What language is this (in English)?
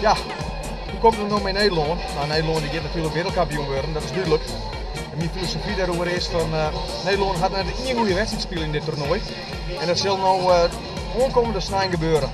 Western Frisian